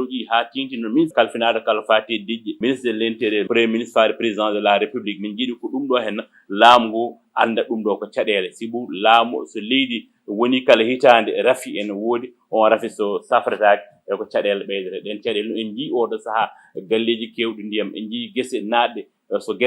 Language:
Fula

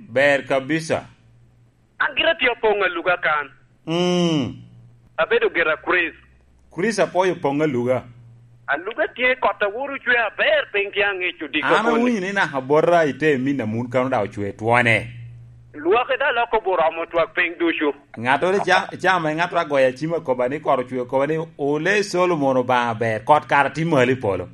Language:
Lango (Uganda)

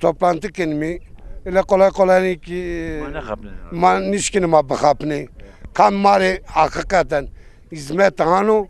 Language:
Zaza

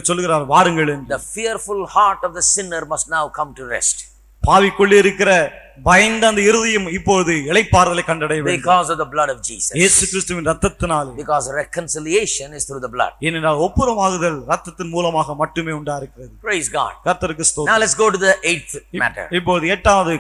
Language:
Tamil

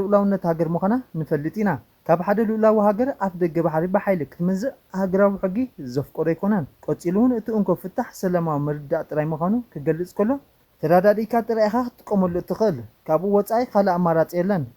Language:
Tigrinya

